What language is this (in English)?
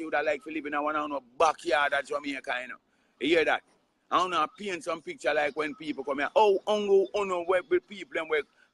Jamaican Creole English